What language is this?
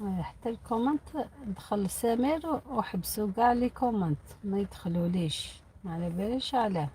Algerian Arabic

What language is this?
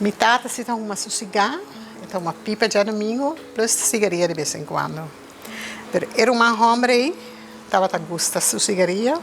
Papiamento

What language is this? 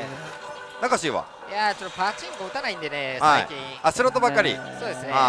Japanese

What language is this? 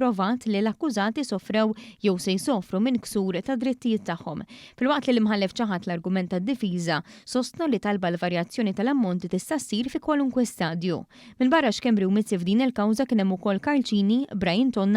Maltese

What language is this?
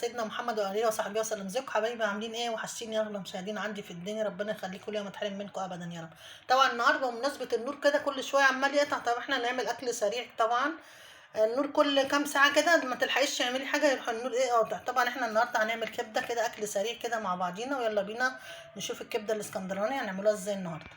Egyptian Arabic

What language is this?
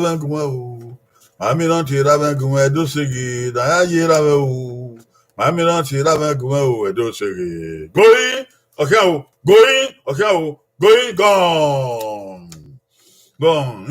Bini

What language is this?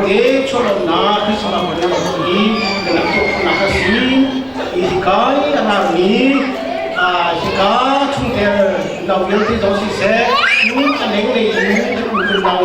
Hakha Chin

